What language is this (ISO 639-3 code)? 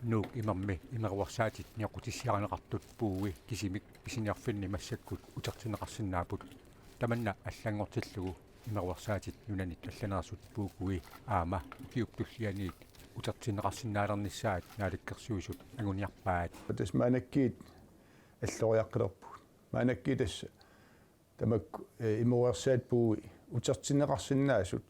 kal